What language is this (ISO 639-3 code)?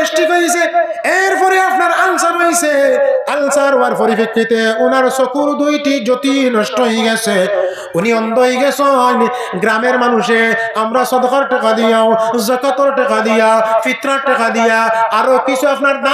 syl